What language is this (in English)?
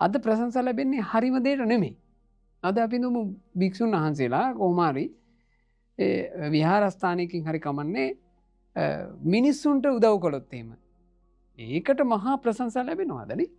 Sinhala